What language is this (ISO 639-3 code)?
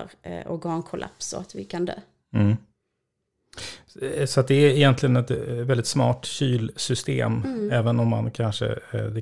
swe